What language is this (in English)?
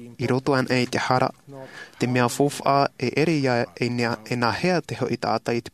Tahitian